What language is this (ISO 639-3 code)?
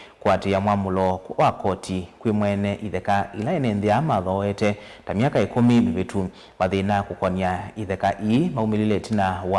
kam